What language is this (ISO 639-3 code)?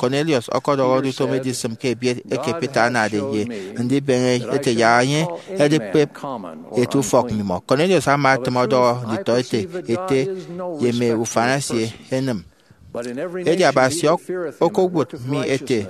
efi